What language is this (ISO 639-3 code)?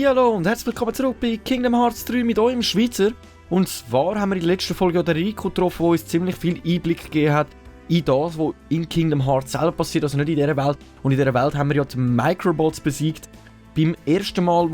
gsw